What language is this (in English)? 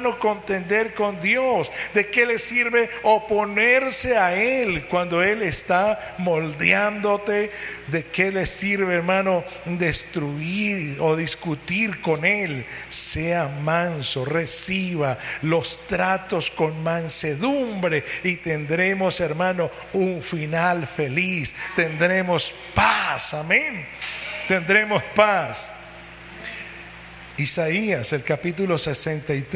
Spanish